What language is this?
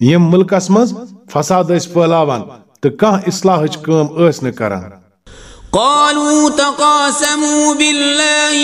Kashmiri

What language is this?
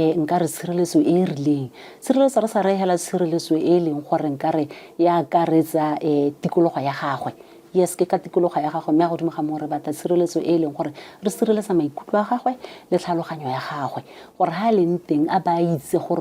Tswana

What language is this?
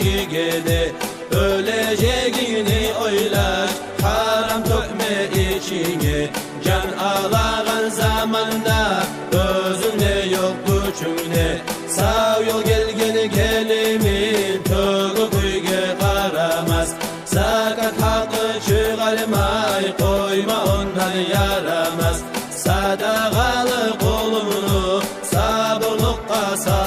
Kumyk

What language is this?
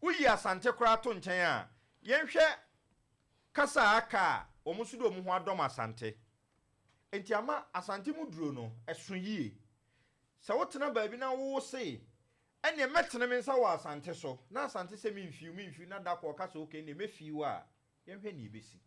Akan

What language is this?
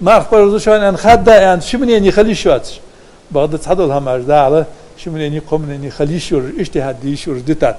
Ingush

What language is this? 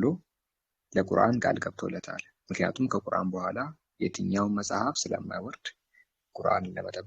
Amharic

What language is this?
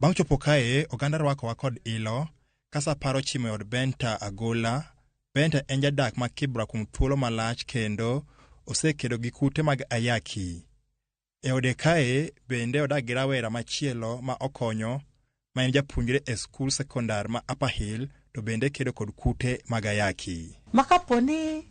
Luo (Kenya and Tanzania)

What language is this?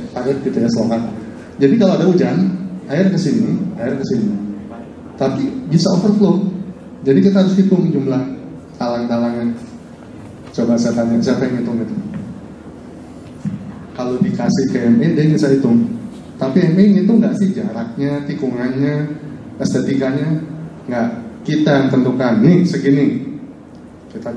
Indonesian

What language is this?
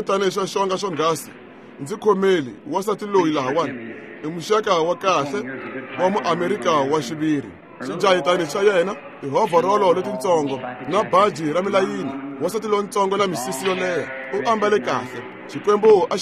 Tsonga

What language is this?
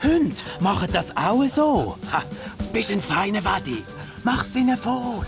Swiss German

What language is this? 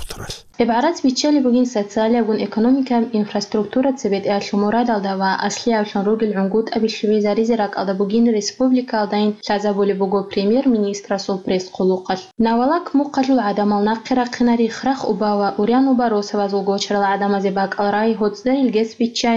Avaric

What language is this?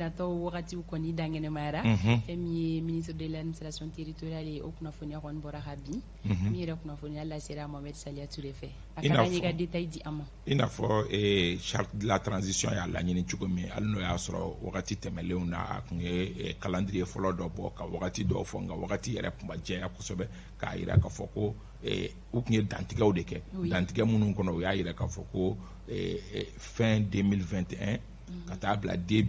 Bambara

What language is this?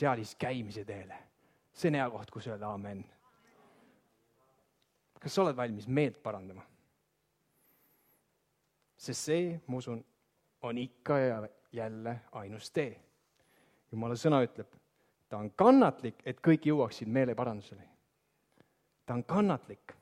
Estonian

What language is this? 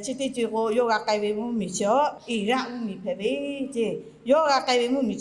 Lahu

